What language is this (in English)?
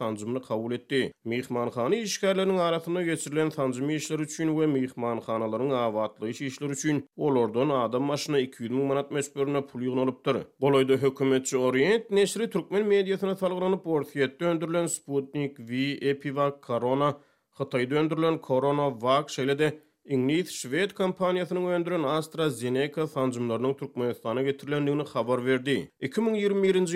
Turkmen